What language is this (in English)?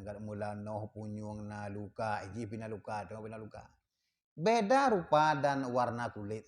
Achinese